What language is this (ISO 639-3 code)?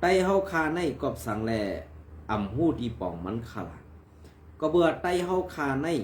shn